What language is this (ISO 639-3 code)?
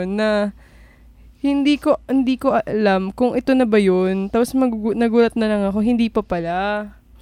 fil